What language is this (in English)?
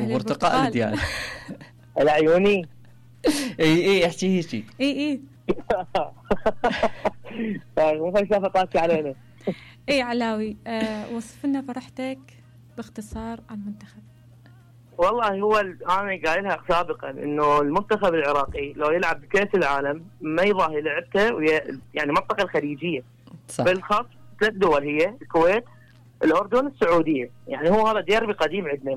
Mesopotamian Arabic